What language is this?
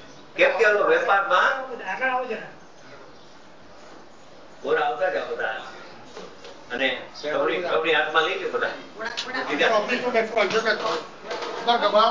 Gujarati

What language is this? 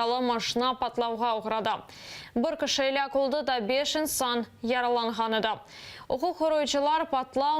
Crimean Tatar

